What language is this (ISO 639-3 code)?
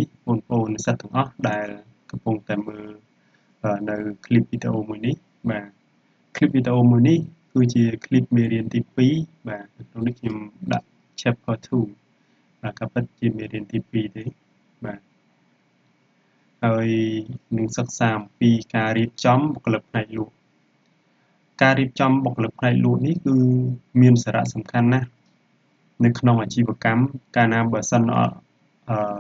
khm